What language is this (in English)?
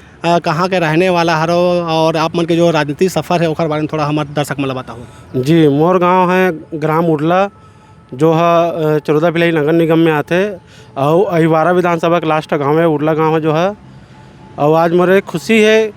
Chhattisgarhi